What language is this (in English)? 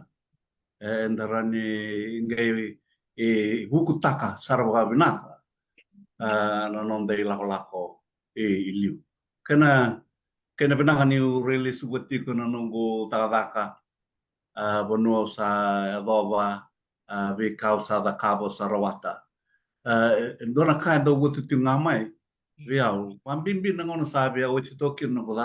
Fijian